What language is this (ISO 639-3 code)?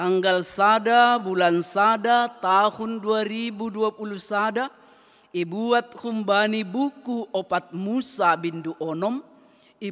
bts